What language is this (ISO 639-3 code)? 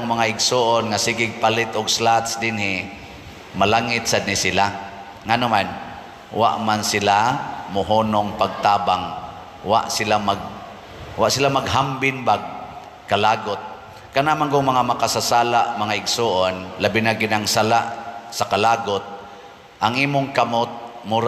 ceb